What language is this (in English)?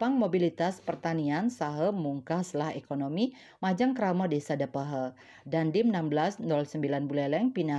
Balinese